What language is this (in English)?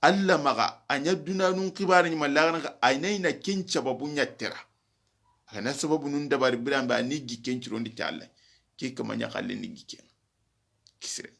Soninke